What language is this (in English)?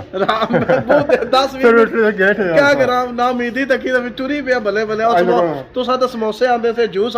Pahari-Potwari